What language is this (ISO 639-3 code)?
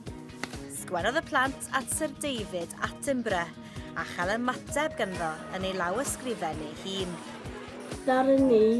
cym